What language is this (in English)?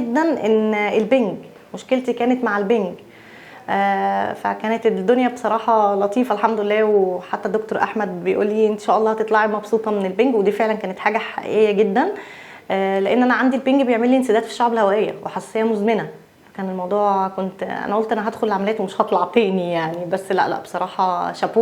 Egyptian Arabic